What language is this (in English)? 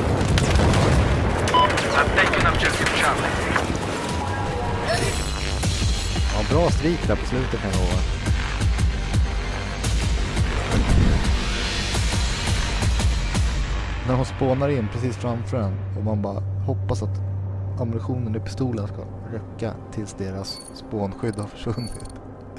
Swedish